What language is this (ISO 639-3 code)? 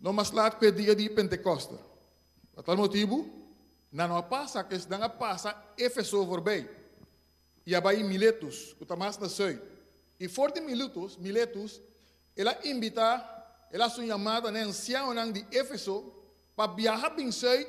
pap